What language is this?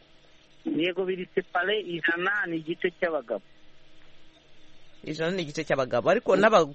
Kinyarwanda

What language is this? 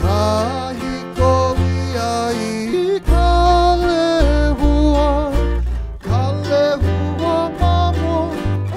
Hawaiian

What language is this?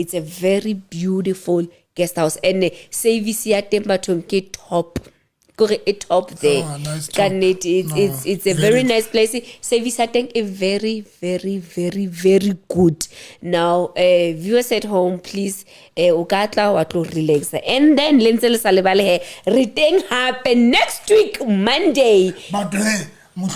Southern Sotho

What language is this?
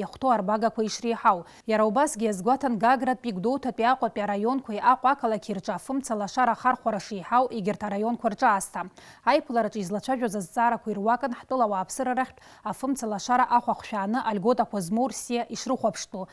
Abkhazian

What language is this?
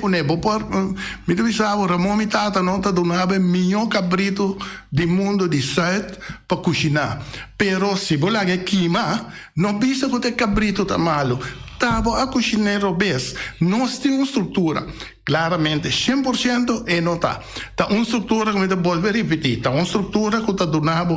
Papiamento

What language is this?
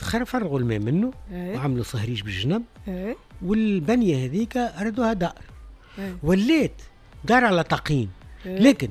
Tunisian Arabic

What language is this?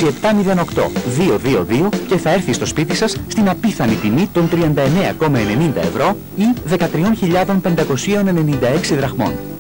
Greek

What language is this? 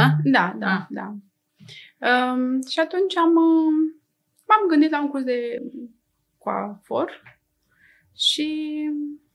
Romanian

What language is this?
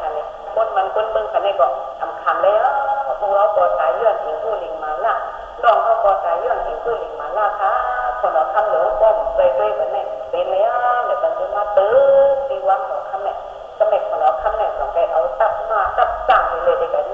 Shan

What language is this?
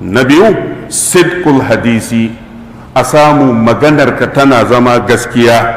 Hausa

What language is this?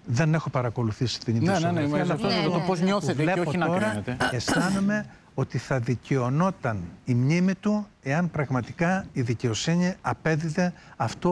Greek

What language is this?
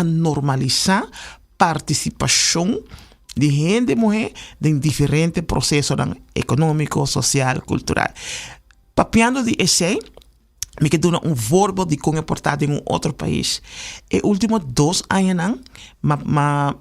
Papiamento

